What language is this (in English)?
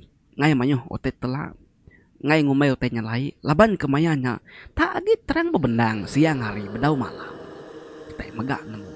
Iban